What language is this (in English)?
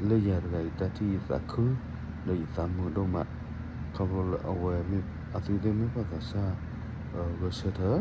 S'gaw Karen